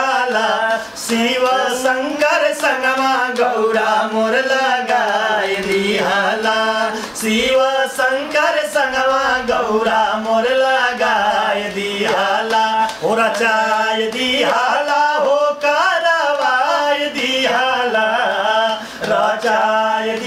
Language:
Bhojpuri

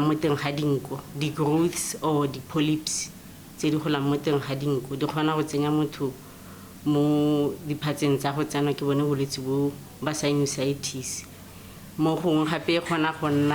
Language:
Tswana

